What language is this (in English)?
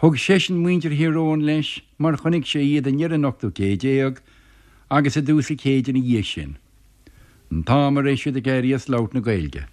Irish